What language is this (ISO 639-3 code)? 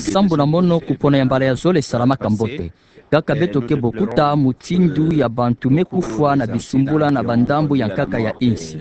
ktu